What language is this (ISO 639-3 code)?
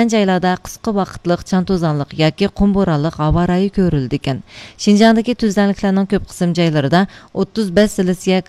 uig